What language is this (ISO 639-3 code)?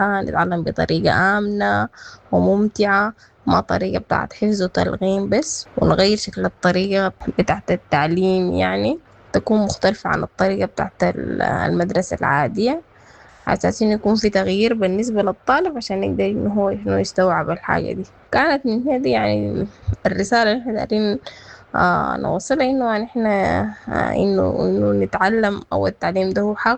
apd